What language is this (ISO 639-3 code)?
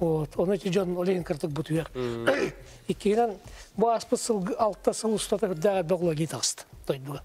sah